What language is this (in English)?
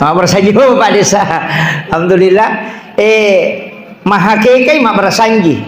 Buginese